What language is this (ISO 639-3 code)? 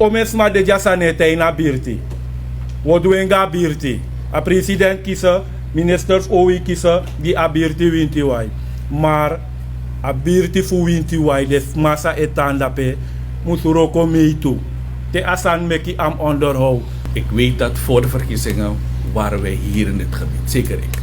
srn